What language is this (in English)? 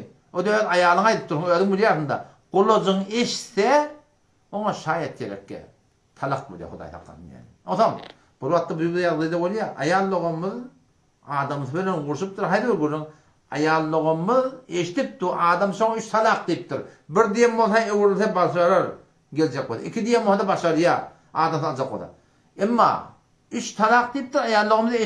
Turkmen